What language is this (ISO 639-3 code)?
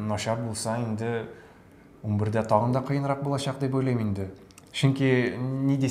tat